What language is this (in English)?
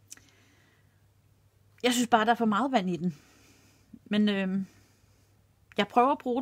Danish